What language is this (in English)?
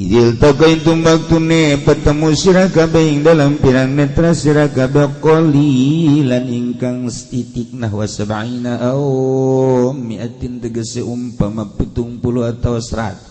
Sundanese